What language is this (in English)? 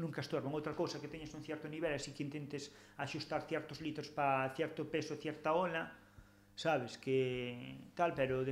Galician